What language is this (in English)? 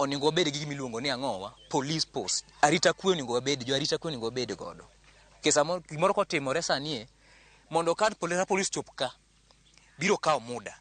Luo (Kenya and Tanzania)